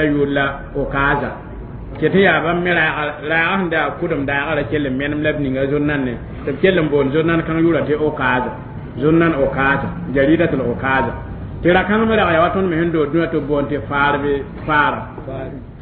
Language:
Mossi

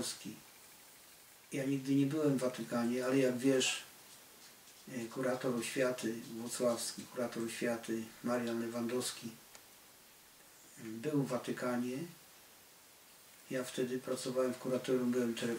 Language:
Polish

